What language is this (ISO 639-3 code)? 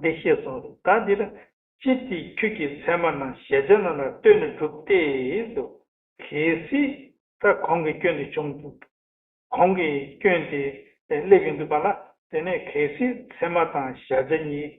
bod